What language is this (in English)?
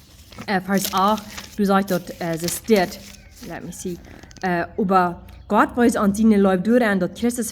Plautdietsch